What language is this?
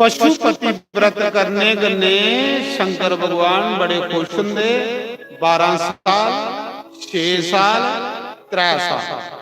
Dogri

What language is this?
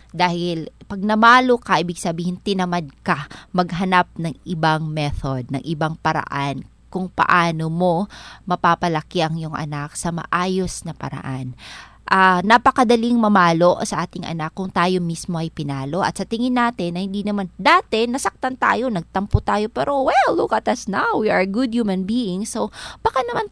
Filipino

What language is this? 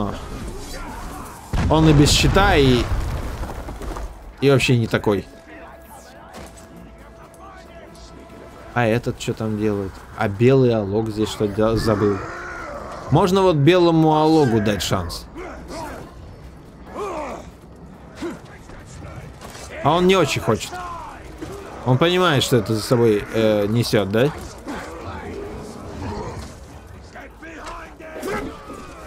Russian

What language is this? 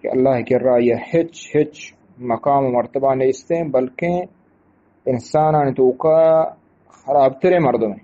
Eastern Balochi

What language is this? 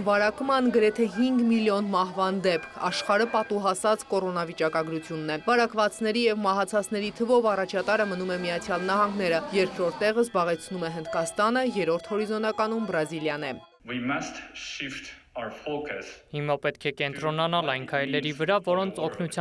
Armenian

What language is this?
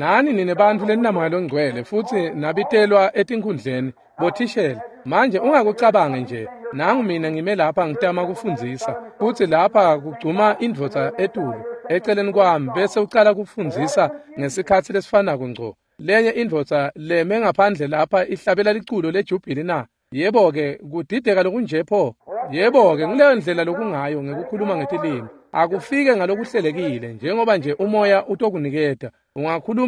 Swati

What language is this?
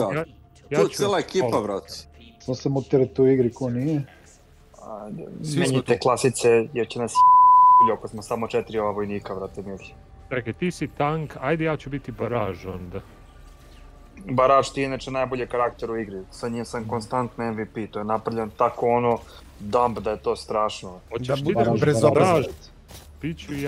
Serbian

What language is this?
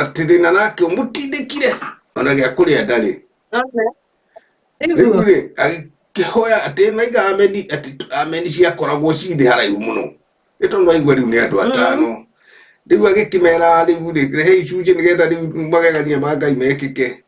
Kikuyu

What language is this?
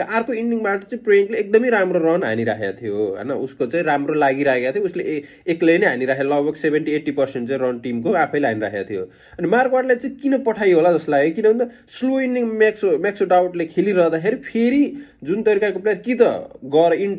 Nepali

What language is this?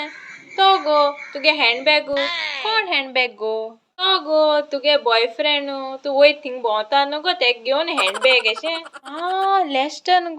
Konkani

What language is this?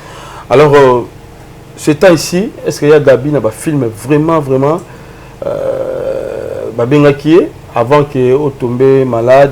Lingala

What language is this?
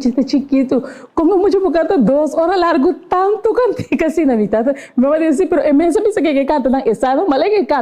Papiamento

